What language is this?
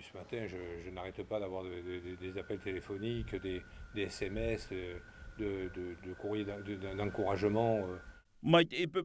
Tahitian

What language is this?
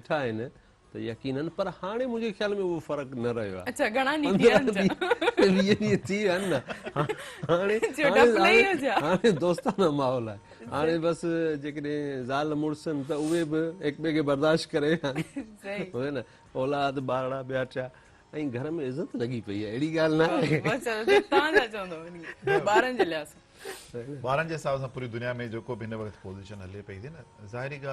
Sindhi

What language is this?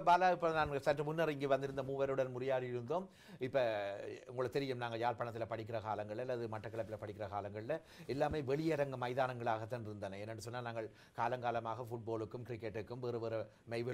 Tamil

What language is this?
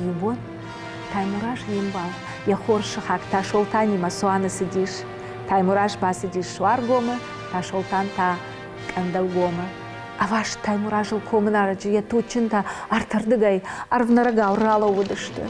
Ossetic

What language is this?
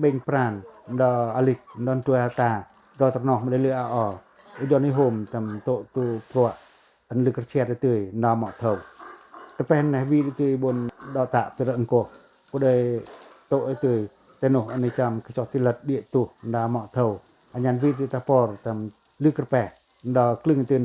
Pacoh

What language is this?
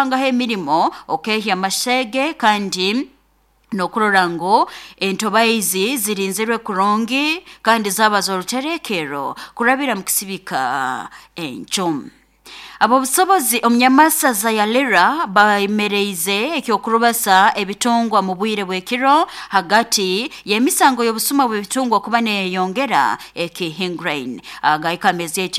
Nyoro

